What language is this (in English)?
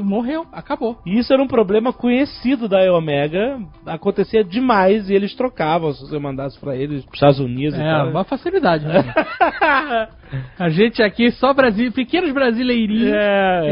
Portuguese